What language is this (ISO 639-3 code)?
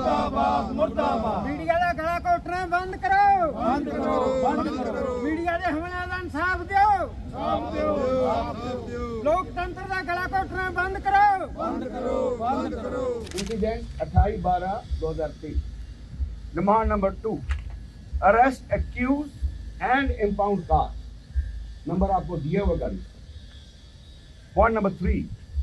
pan